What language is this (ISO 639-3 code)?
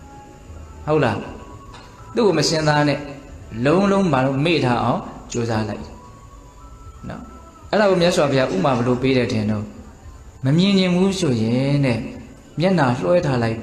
mya